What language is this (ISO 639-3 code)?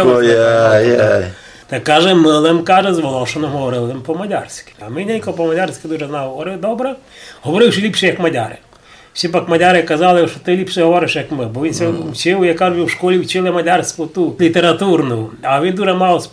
rue